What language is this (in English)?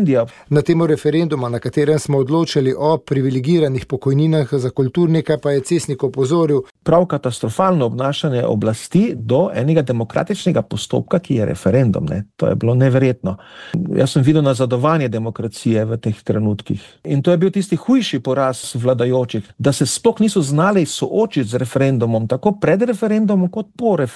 Slovenian